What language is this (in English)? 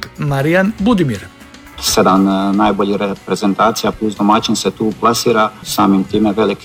Croatian